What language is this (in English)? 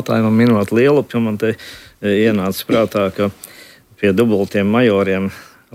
Latvian